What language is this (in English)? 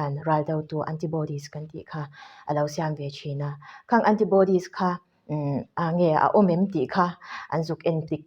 Mizo